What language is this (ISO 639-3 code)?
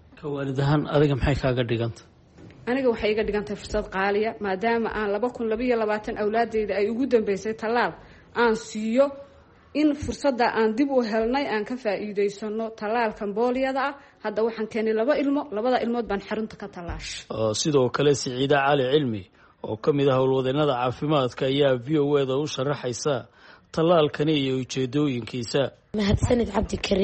som